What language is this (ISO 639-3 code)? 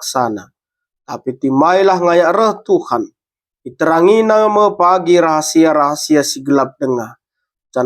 btx